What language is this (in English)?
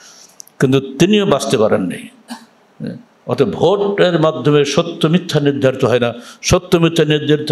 Bangla